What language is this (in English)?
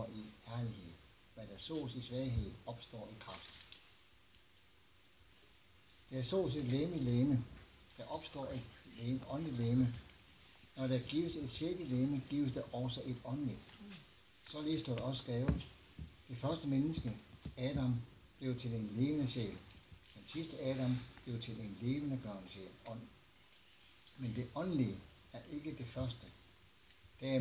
Danish